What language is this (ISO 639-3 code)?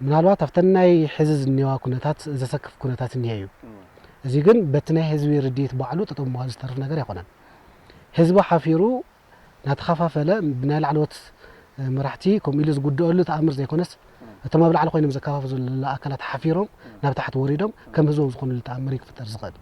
tir